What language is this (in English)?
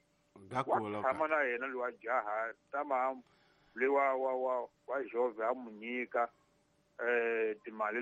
Tsonga